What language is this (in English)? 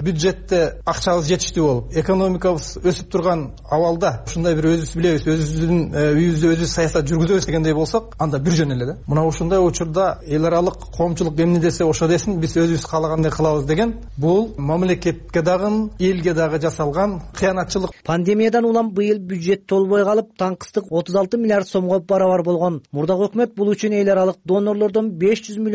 Kyrgyz